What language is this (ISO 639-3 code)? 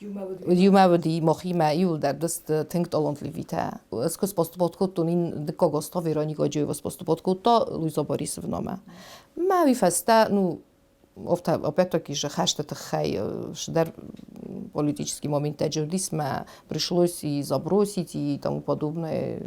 oss